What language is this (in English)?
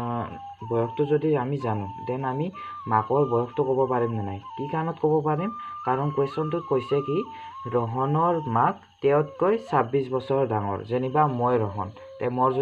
Assamese